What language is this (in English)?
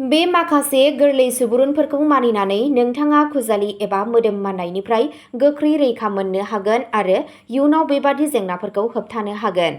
Bodo